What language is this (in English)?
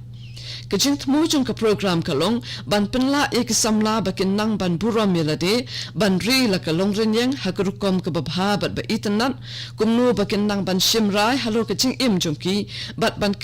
Khasi